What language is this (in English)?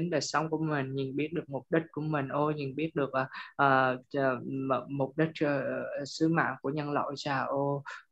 Vietnamese